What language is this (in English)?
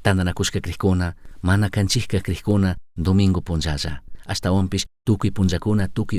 Chimborazo Highland Quichua